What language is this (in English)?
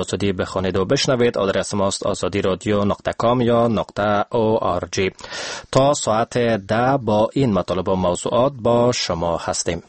Persian